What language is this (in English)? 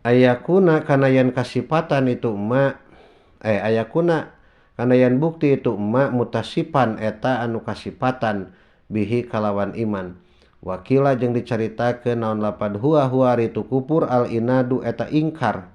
Sundanese